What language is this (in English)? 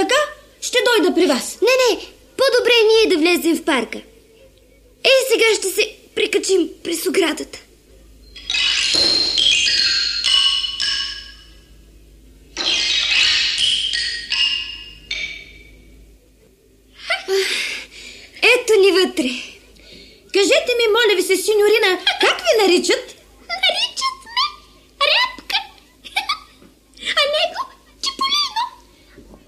Bulgarian